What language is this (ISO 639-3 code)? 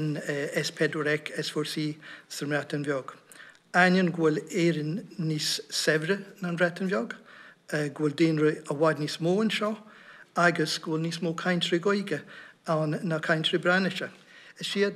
gle